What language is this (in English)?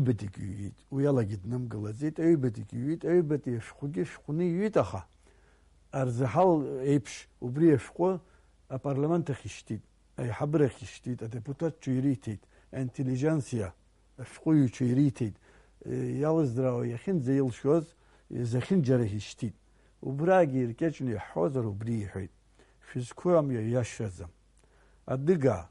Abkhazian